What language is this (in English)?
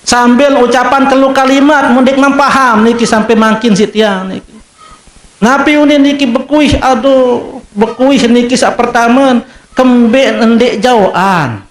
Sasak